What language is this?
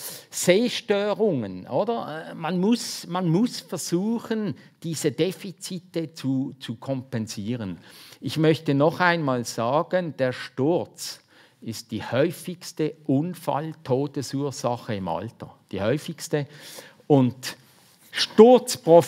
German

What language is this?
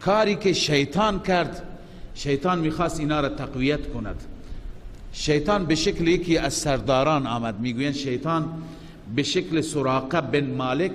Persian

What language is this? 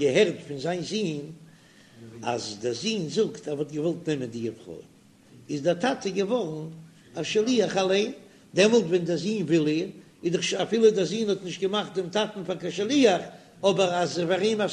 Yiddish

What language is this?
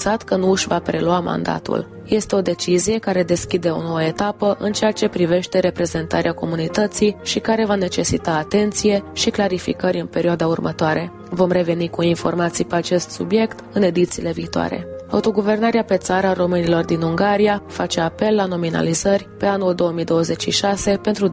Romanian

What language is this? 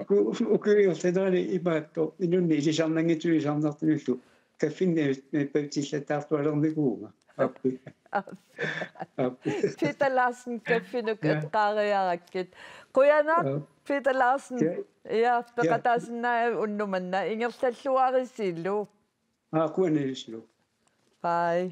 Kalaallisut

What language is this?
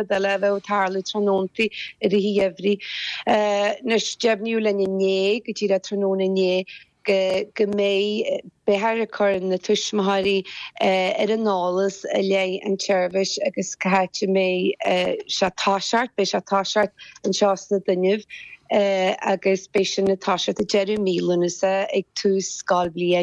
Irish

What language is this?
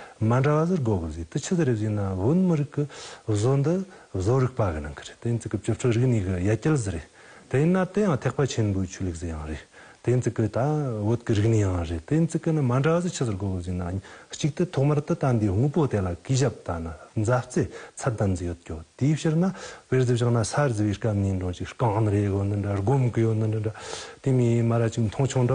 Tibetan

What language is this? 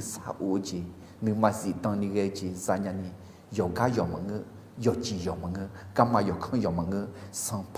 Akha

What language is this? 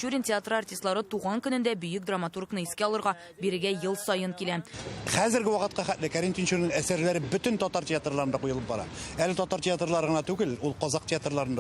Tatar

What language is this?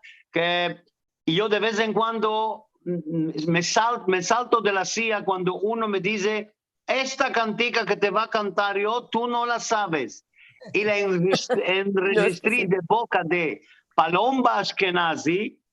Ladino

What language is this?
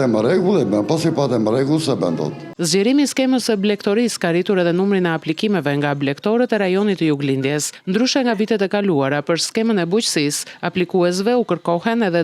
Albanian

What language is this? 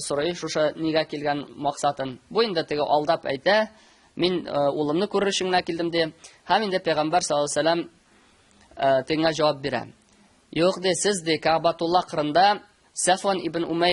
Tatar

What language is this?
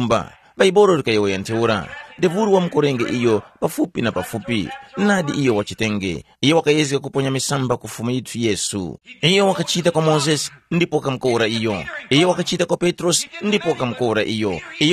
Tumbuka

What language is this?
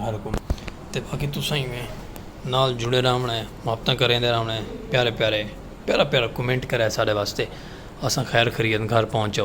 Saraiki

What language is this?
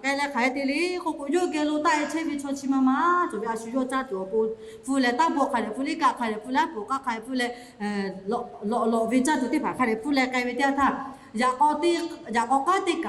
Lahu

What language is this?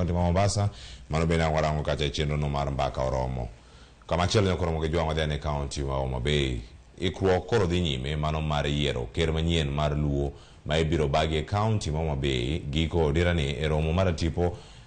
Luo (Kenya and Tanzania)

